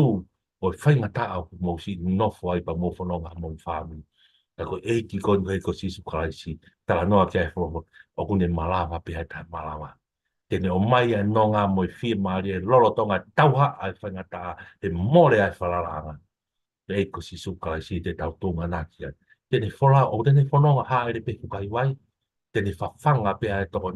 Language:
Tongan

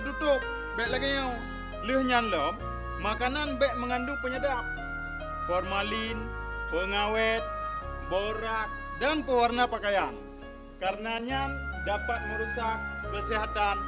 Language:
Achinese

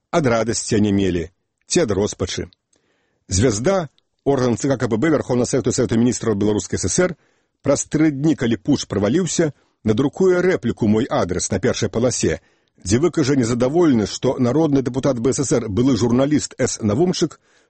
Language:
Belarusian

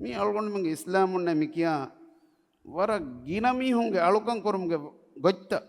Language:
Divehi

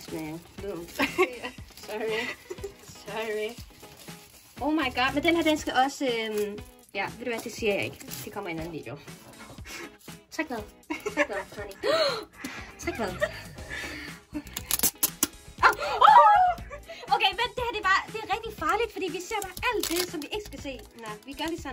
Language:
Danish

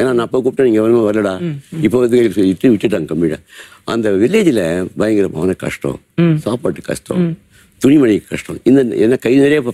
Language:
Tamil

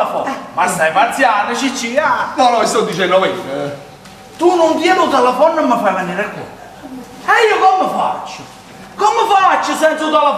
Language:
Neapolitan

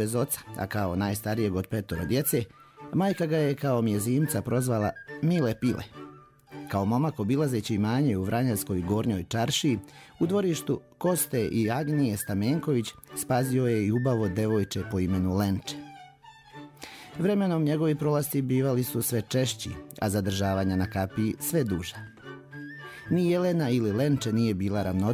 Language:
Serbian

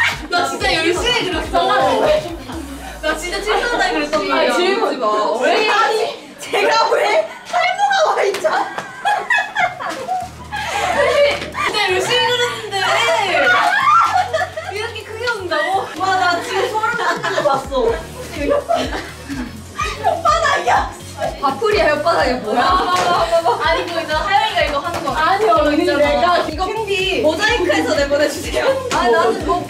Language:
Korean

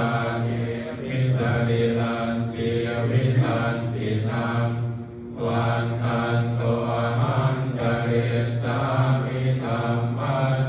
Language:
Pali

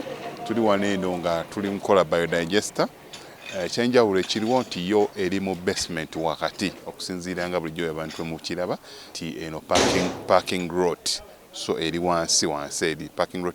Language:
Ganda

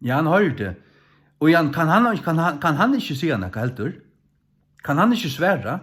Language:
Faroese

